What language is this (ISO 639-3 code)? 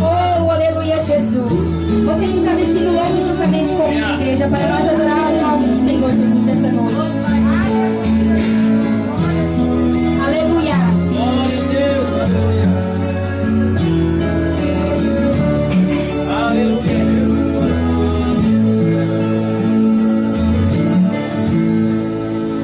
por